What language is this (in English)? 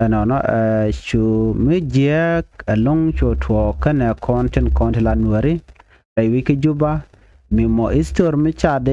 Nuer